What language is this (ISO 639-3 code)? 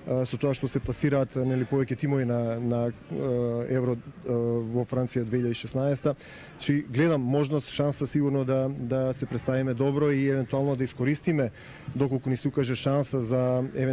mkd